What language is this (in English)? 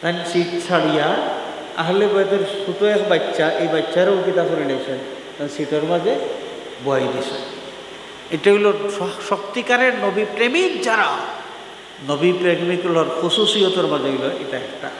Sylheti